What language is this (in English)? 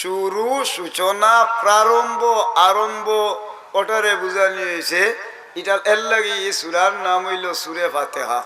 Sylheti